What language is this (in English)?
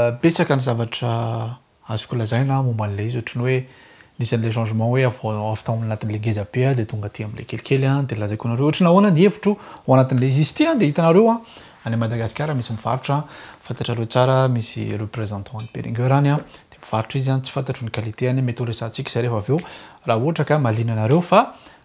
Malagasy